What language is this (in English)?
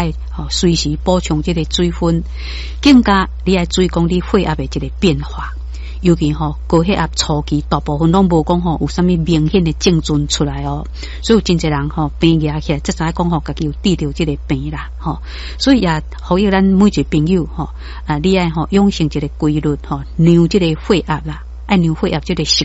Min Nan Chinese